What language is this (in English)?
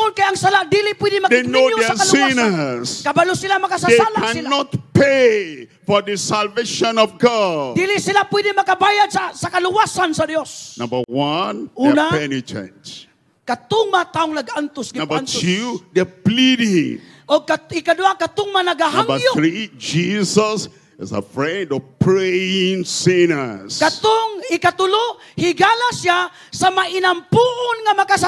Cebuano